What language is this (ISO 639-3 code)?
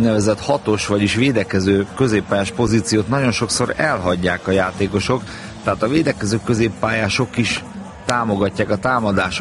hun